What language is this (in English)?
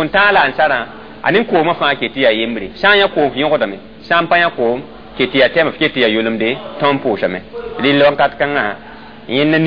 Mossi